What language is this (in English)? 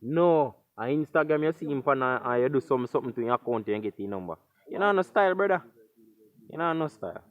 Jamaican Creole English